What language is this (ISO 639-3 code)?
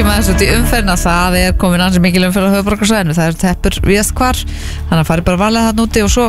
isl